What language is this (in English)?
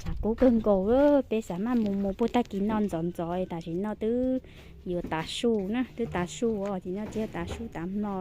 Hmong